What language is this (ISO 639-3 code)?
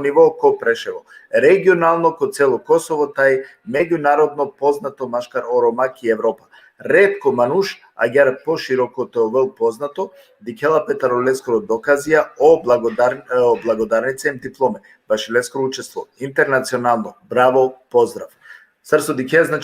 rmn